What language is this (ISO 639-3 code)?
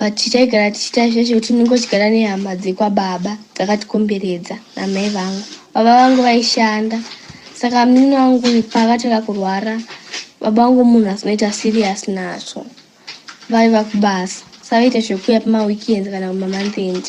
sna